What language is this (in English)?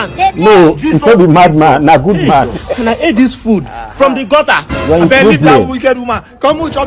Nigerian Pidgin